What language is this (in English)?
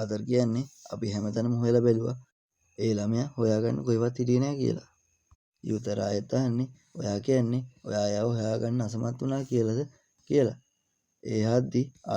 Sinhala